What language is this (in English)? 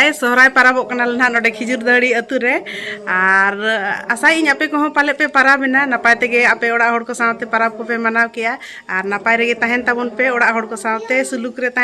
Santali